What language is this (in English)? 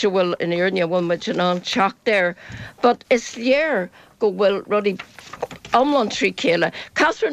Irish